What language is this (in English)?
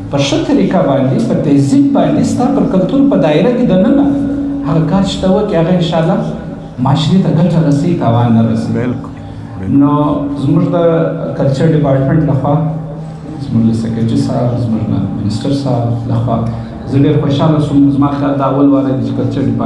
Pashto